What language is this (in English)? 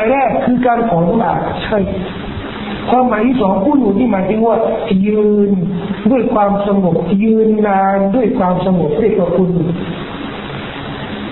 Thai